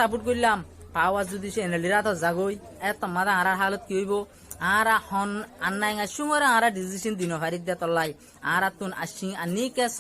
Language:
Rohingya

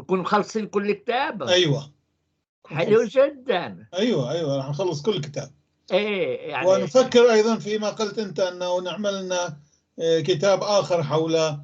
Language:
North Levantine Arabic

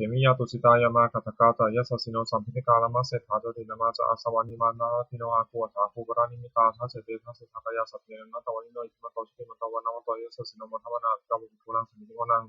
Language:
Pali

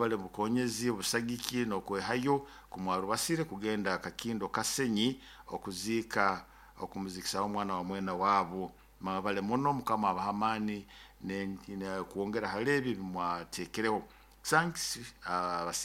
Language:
Nyoro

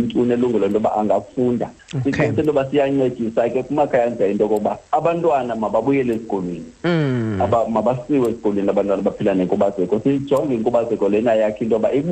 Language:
Xhosa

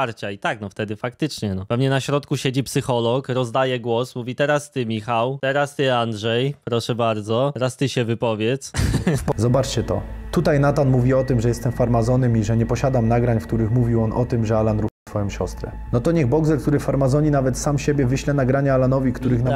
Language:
Polish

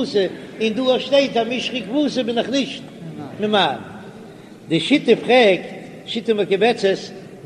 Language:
Yiddish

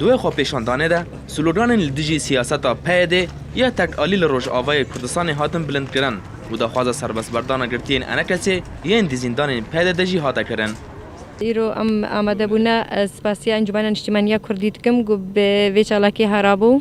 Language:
Kurdish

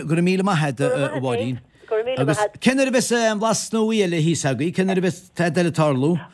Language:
Irish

